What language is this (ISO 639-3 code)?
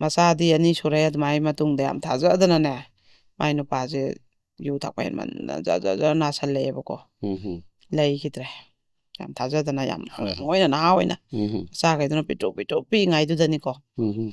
mni